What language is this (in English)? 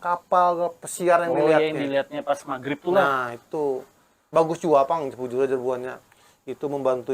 Banjar